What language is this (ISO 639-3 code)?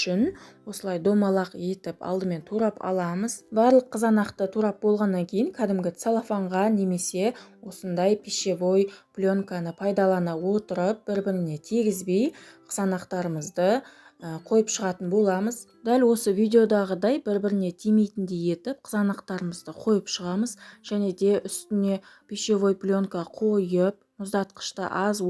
kaz